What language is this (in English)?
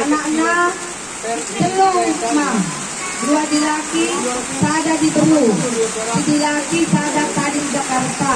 Batak Karo